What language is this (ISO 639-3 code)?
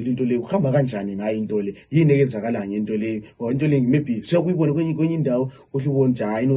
nde